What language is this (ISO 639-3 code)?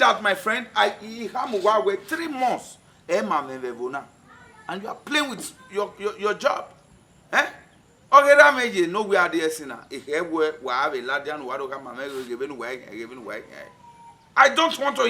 bin